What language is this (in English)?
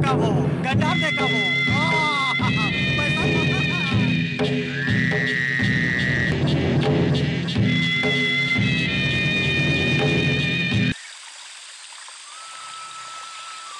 Bangla